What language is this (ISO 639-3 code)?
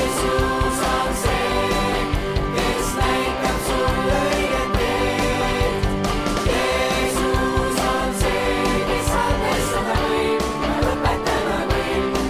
est